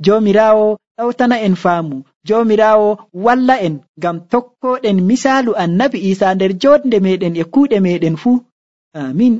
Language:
Nigerian Fulfulde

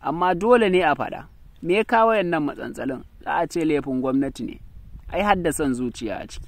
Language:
Hausa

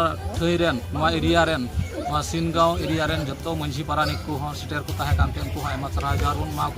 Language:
Santali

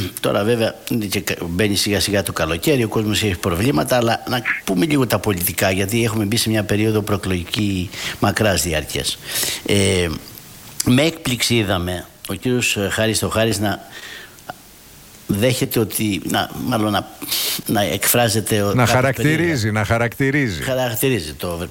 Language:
Greek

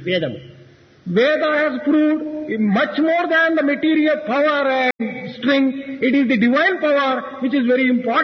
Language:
Telugu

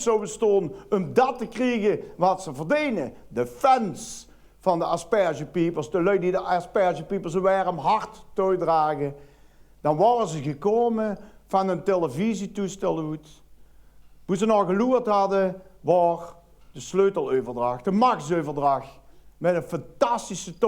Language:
Limburgish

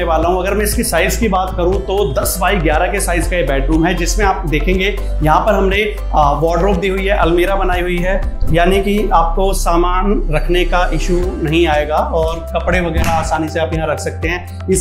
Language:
Hindi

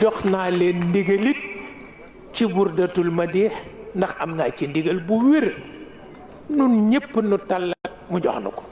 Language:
Wolof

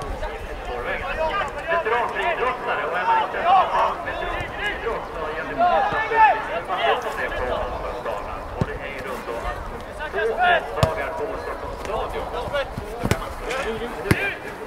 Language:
Swedish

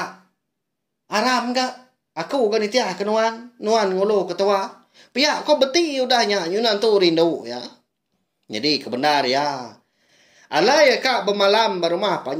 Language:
Iban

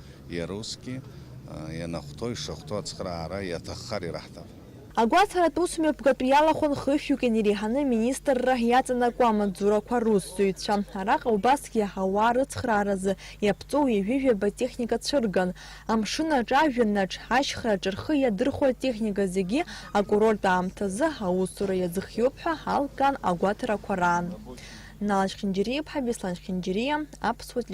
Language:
Abkhazian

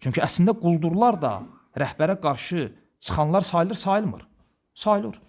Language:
Azerbaijani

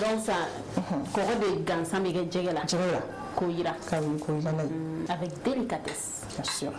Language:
Bambara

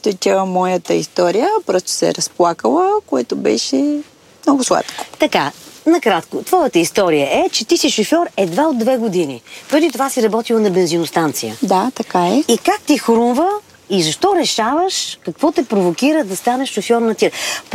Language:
Bulgarian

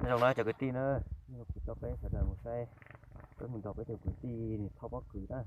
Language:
Hmong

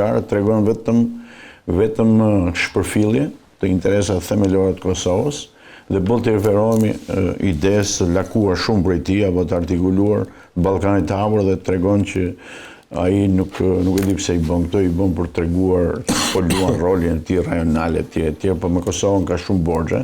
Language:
Albanian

